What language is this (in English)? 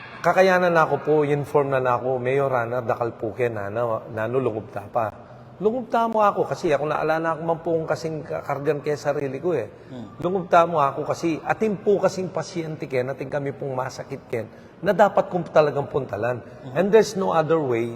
Pampanga